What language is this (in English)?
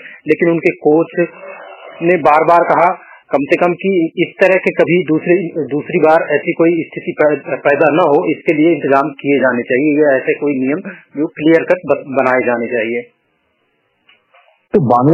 Hindi